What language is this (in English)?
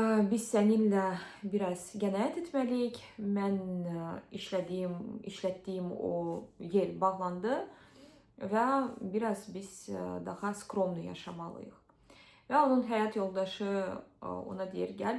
Azerbaijani